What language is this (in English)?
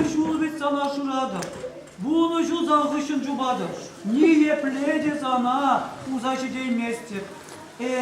Chuvash